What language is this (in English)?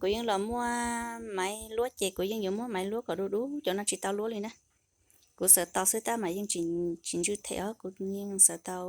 Hmong